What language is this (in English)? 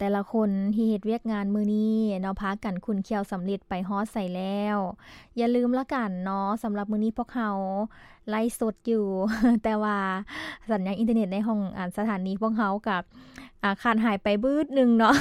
Lao